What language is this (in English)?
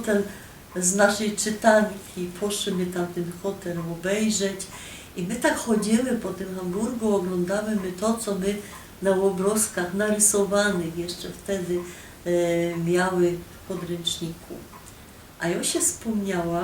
Silesian